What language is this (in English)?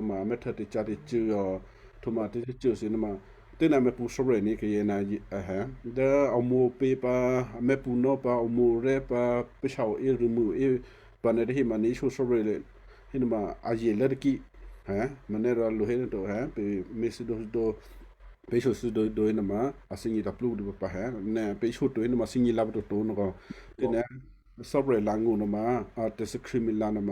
Western Kayah